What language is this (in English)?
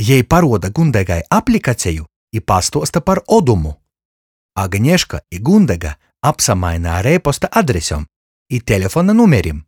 Latgalian